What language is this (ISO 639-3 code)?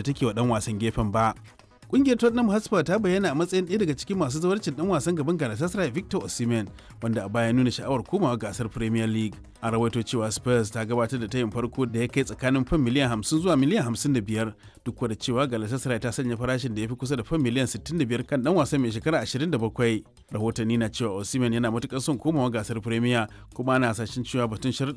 hau